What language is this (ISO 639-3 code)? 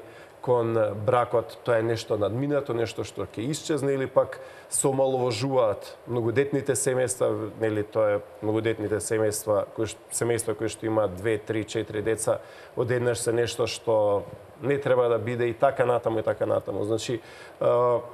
mkd